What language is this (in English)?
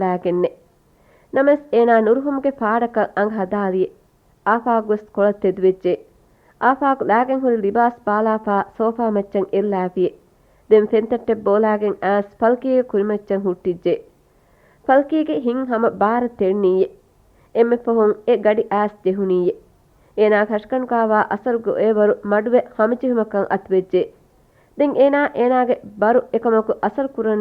Divehi